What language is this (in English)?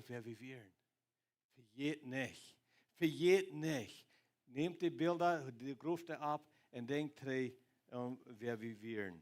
Plautdietsch